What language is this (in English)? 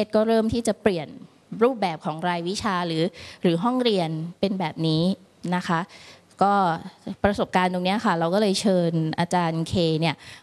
Thai